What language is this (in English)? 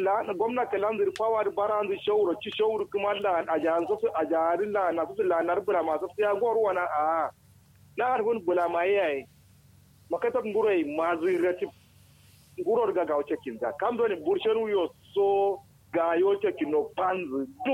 Kanuri